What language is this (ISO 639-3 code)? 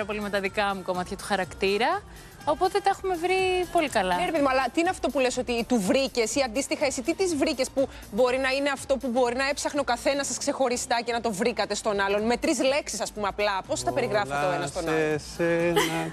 ell